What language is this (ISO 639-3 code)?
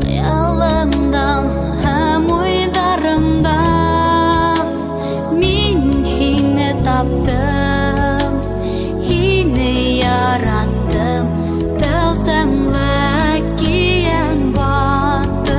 bak